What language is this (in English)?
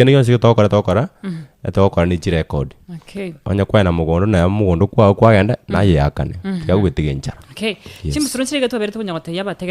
Gusii